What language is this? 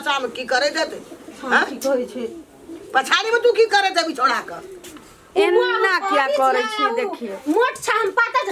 Maithili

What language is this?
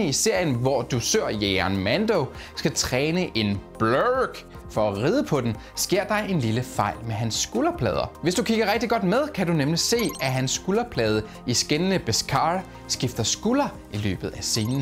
Danish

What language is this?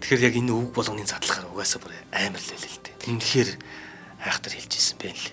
Mongolian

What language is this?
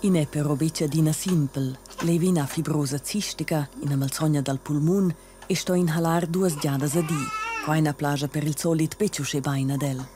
Romansh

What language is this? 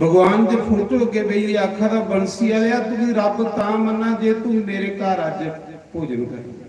Dogri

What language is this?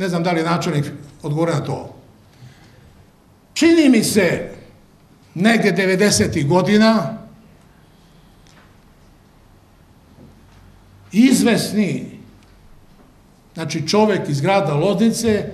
Serbian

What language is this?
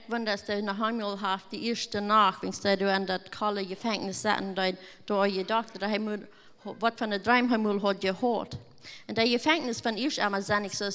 Plautdietsch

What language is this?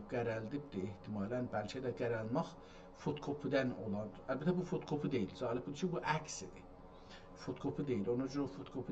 South Azerbaijani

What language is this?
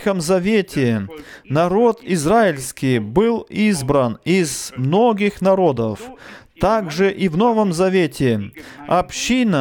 Russian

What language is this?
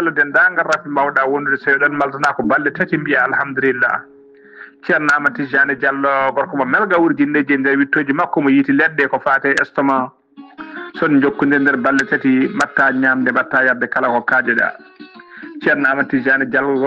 Fula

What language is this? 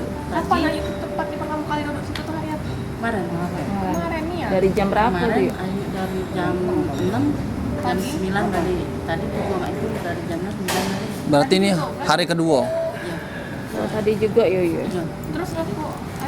Musi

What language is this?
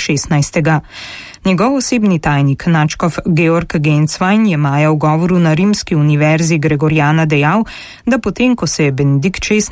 Slovenian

